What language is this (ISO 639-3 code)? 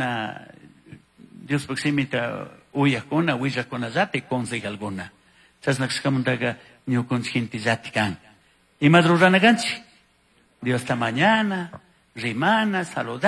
qug